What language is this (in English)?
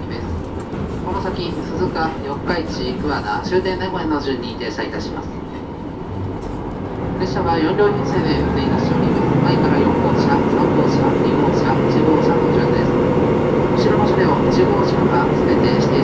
Japanese